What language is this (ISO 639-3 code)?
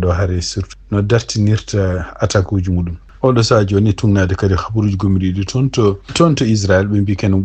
ful